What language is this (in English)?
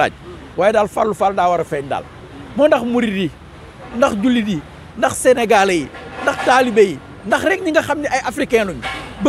Wolof